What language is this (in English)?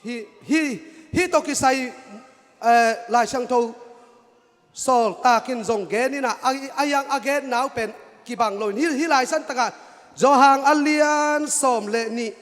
Tedim Chin